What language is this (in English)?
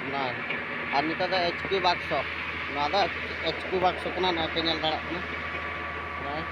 Santali